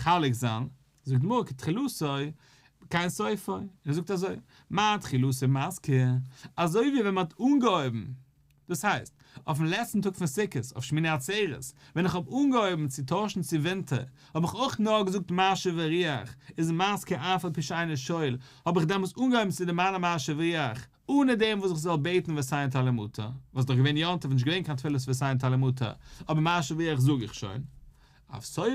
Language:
Yiddish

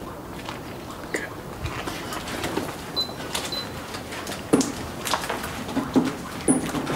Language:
Kinyarwanda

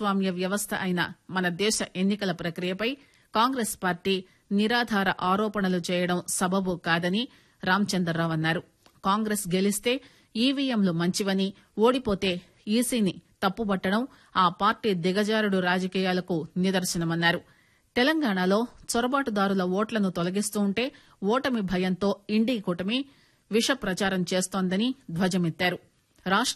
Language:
Telugu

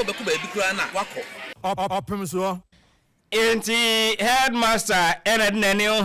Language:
Akan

